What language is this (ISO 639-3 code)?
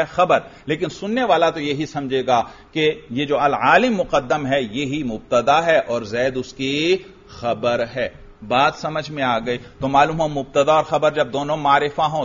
urd